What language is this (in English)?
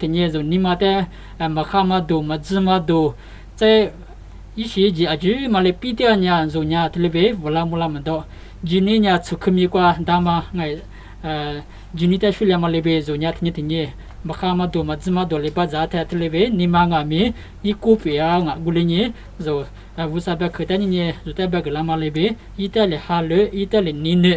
Lisu